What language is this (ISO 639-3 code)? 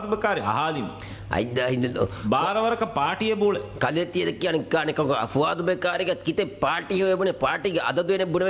div